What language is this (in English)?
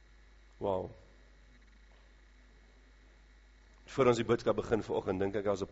Afrikaans